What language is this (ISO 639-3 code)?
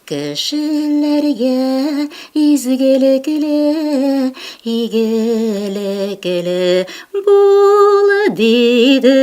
tat